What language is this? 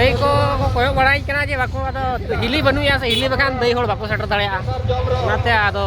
Santali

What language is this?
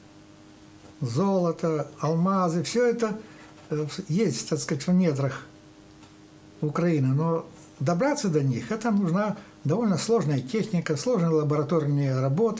Russian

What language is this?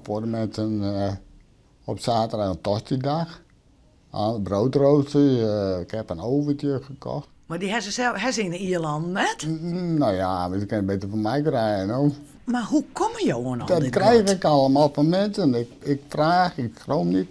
Western Frisian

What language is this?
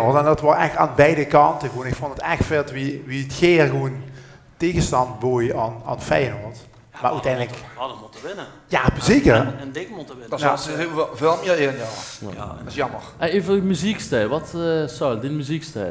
Limburgish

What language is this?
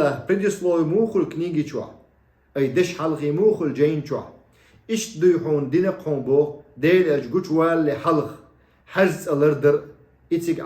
Chechen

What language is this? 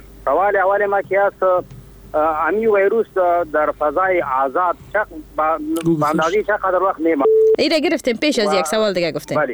Persian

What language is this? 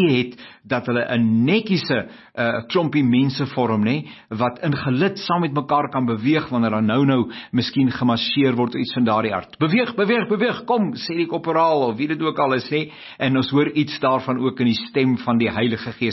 Afrikaans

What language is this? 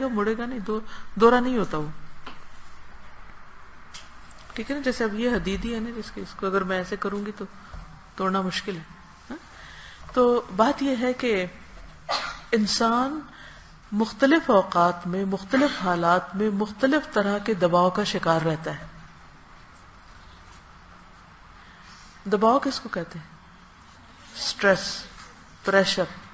Urdu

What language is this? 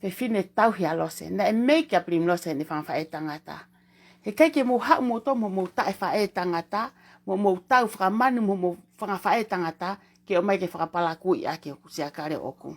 Tongan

